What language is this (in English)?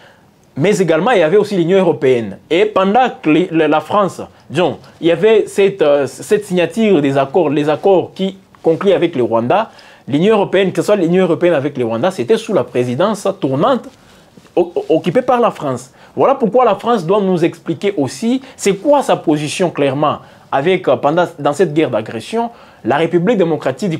French